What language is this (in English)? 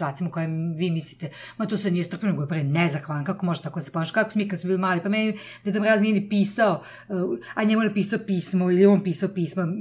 Serbian